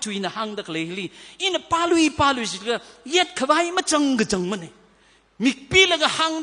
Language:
Tangkhul Naga (India)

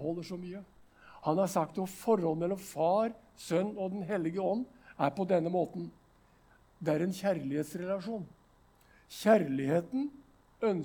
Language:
Norwegian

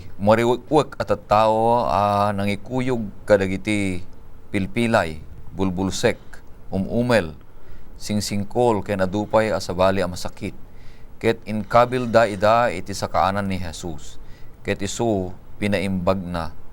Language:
Iloko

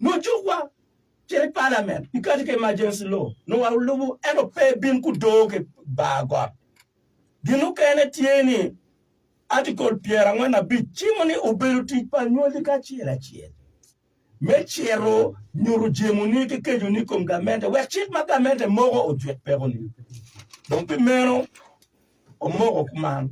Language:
Acoli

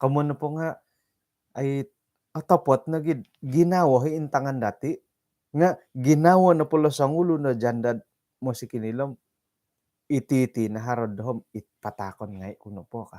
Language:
Central Dusun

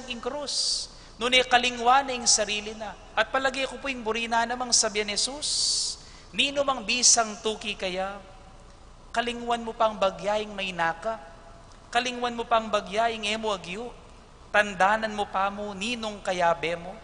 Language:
Pampanga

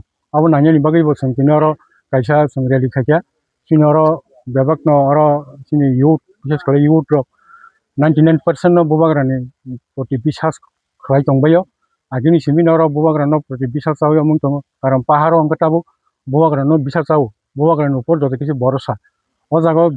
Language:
Kok Borok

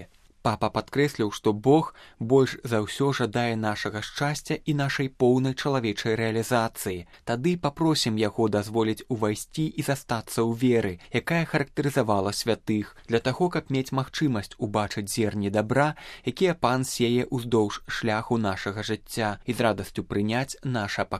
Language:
Belarusian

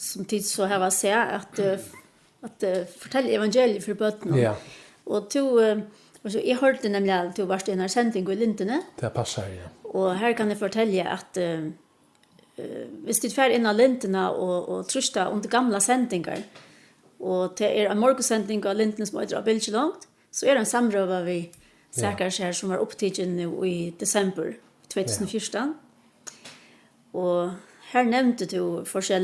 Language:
Faroese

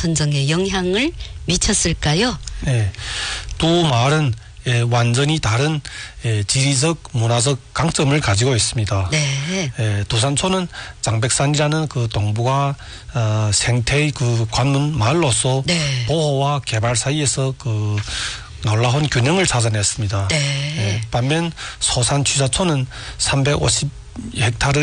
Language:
Korean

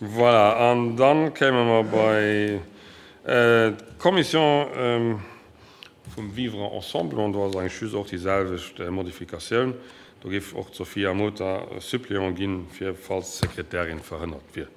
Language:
Luxembourgish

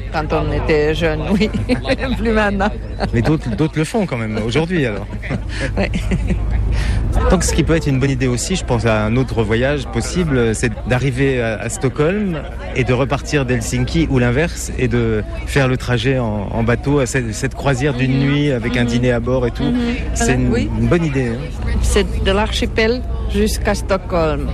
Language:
French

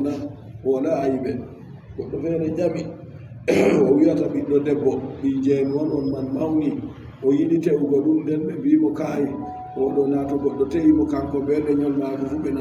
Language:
Adamawa Fulfulde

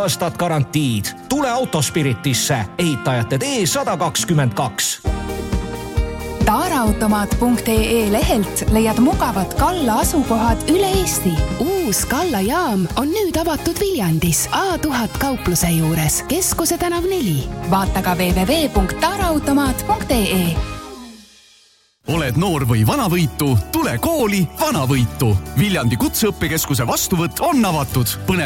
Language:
Estonian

